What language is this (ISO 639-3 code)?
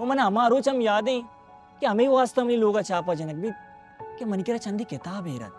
bal